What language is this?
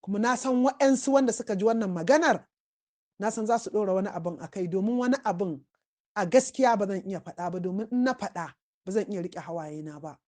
Hausa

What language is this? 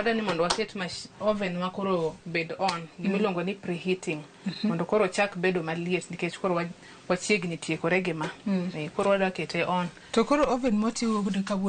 Luo (Kenya and Tanzania)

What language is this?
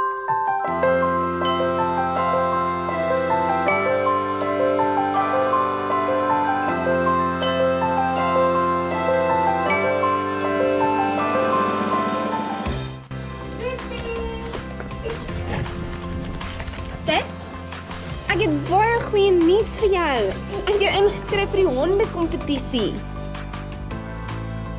Afrikaans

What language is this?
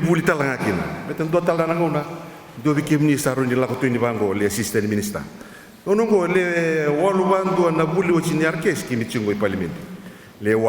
Fijian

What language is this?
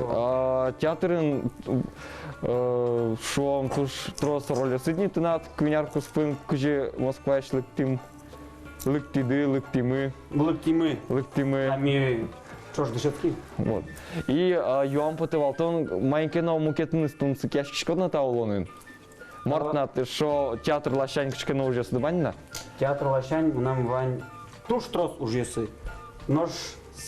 Udmurt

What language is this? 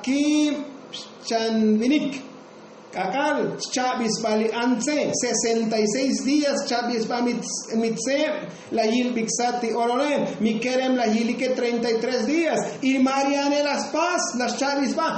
Tzotzil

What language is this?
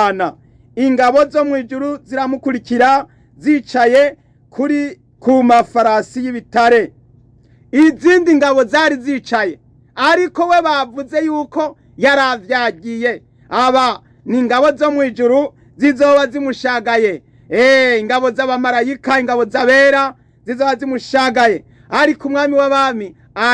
Rundi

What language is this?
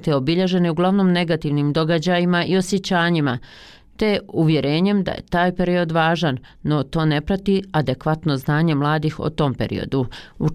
Bosnian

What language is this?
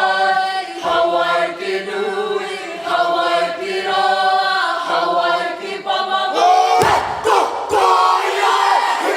Māori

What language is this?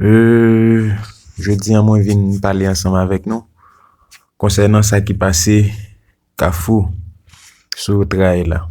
Haitian Creole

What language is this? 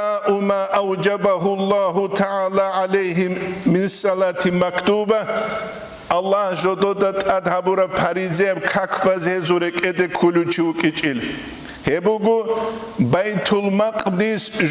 Avaric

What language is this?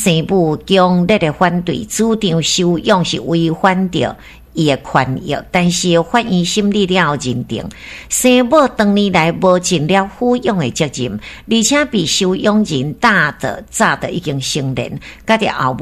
Min Nan Chinese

